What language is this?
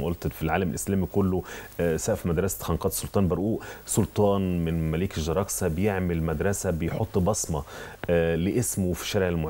Egyptian Arabic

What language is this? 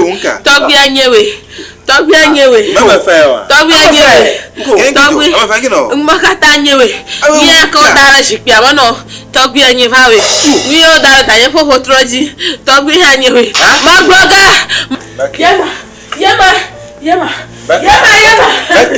Ewe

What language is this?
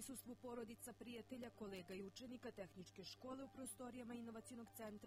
Serbian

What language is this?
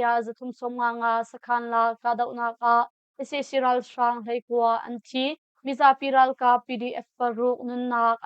Hakha Chin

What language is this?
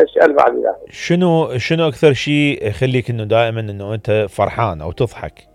Mesopotamian Arabic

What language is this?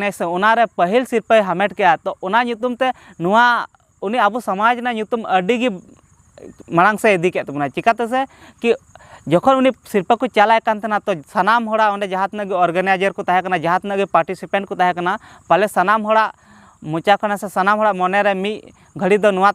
Santali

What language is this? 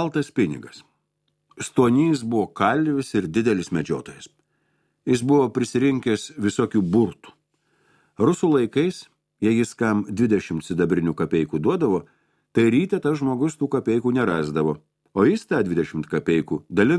Lithuanian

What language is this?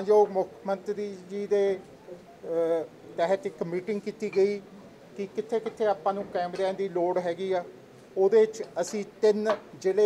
Punjabi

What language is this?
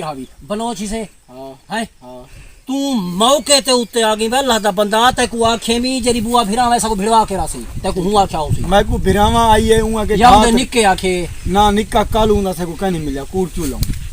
Saraiki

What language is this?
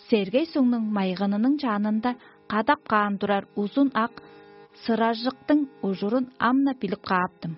Tuvinian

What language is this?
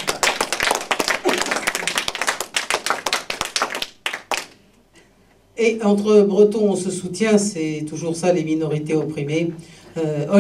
French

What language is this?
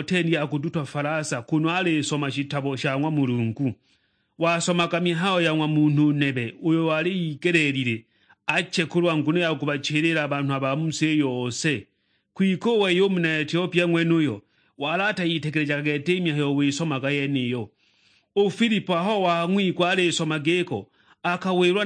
Sukuma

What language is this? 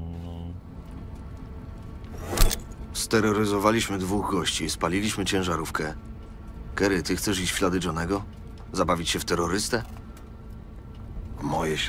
Polish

